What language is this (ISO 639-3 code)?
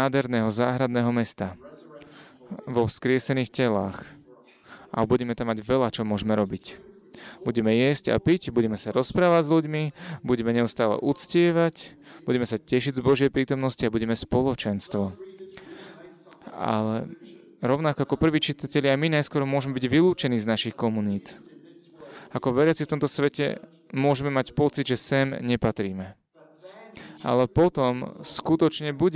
slk